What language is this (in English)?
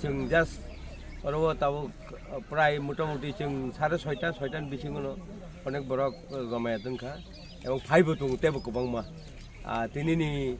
Kok Borok